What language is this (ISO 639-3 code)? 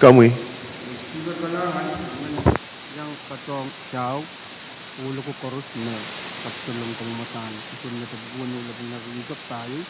pon